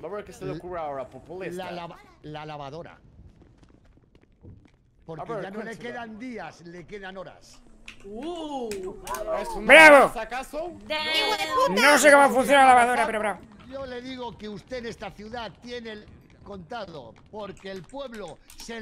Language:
Spanish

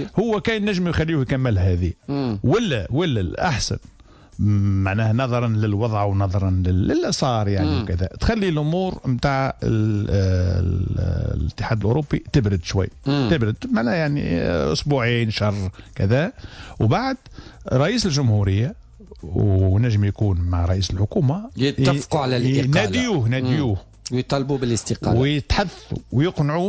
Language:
Tunisian Arabic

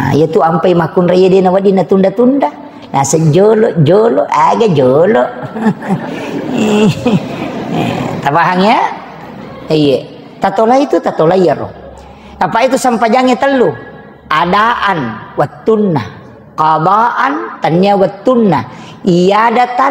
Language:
Buginese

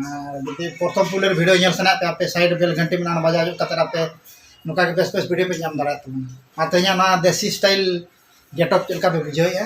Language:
Santali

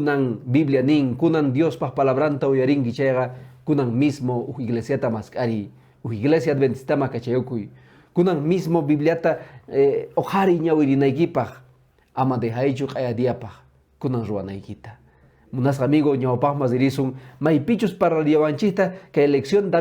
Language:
Quechua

